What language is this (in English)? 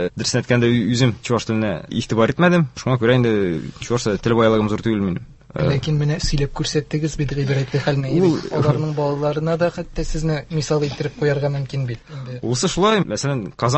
Tatar